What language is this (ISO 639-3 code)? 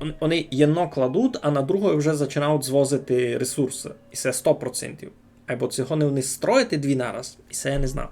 rue